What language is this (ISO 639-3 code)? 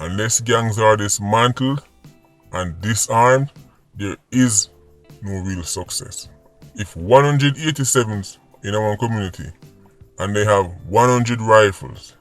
jam